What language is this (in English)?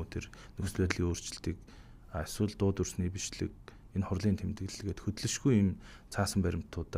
Mongolian